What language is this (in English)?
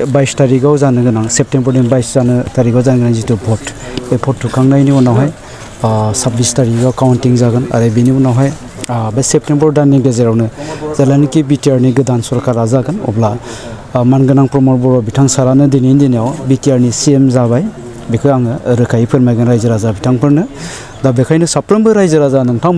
Bodo